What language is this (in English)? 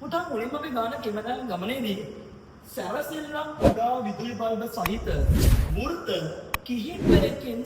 Sinhala